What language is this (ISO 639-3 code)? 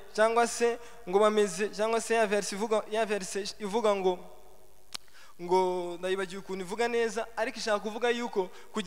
kin